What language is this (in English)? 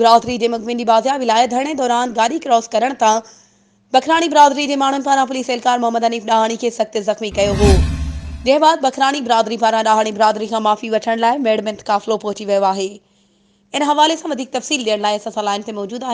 Sindhi